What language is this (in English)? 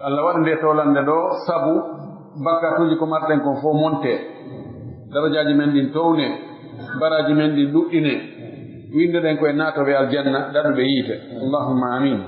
Pular